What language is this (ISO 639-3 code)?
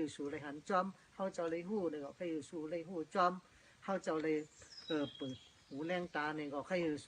shn